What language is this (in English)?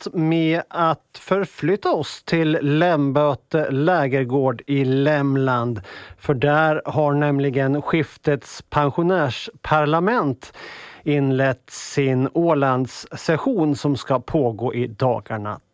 Swedish